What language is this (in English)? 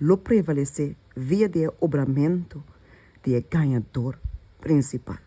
Papiamento